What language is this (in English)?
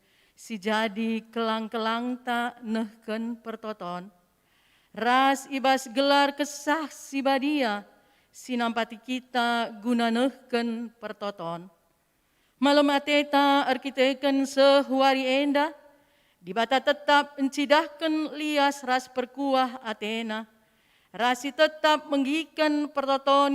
Batak Karo